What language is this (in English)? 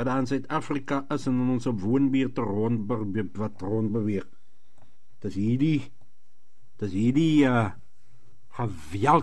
Afrikaans